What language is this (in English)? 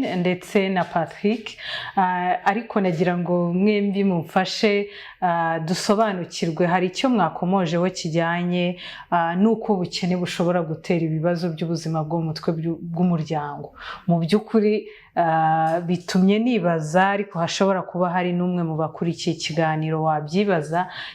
Kinyarwanda